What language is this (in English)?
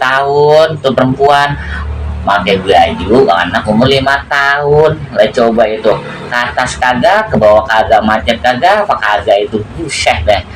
Betawi